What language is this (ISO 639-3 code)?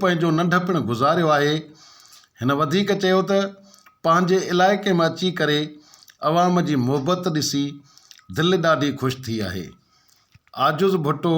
snd